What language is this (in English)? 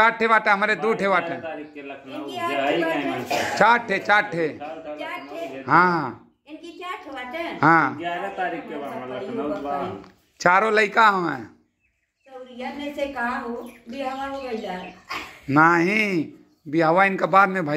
Bhojpuri